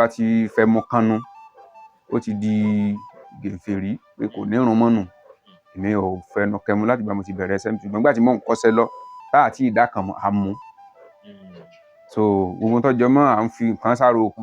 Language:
Yoruba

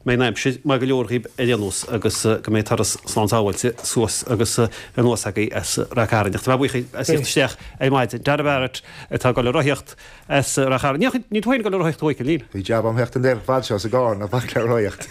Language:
Irish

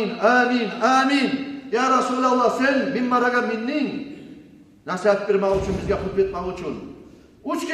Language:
Kumyk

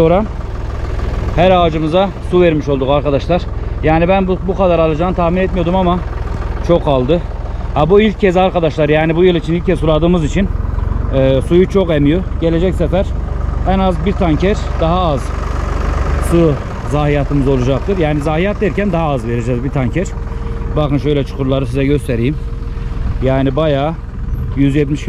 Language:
Turkish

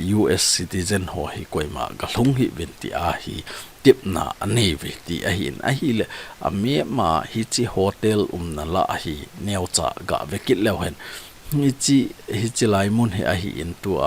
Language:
Thado Chin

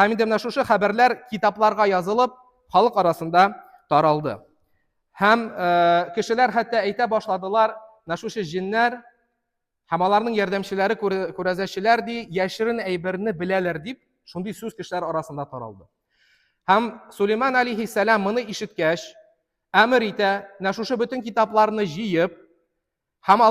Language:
Tatar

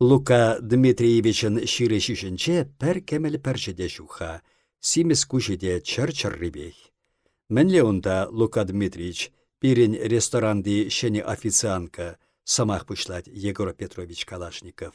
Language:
Chuvash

